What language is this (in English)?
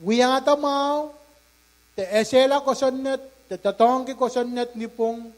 Pohnpeian